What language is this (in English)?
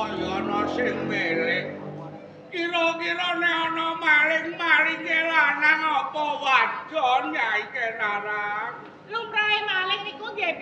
Javanese